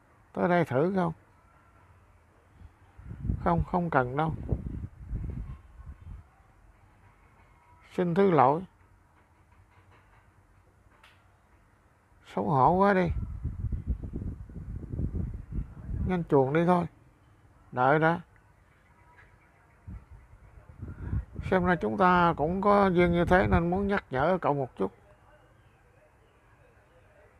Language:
Vietnamese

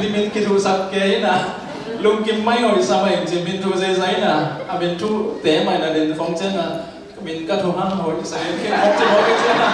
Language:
Tedim Chin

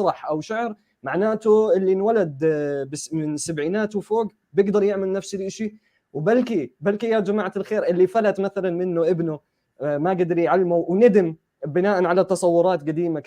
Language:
North Levantine Arabic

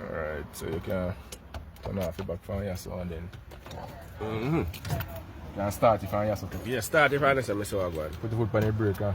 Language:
Jamaican Creole English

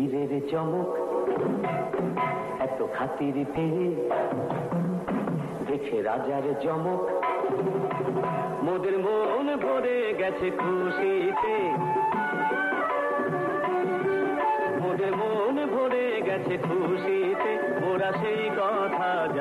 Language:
Bangla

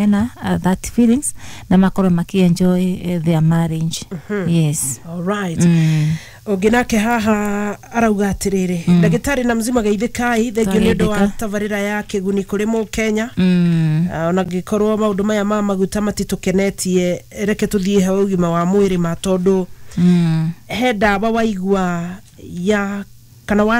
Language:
Kikuyu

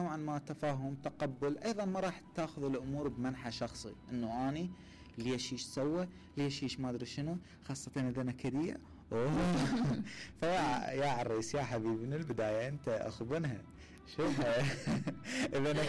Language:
Mesopotamian Arabic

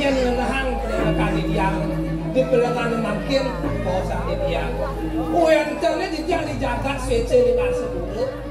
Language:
Balinese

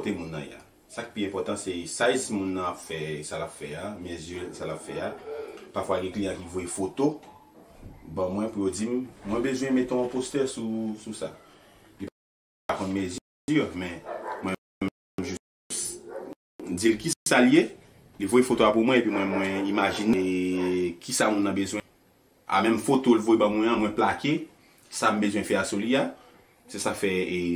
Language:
Haitian Creole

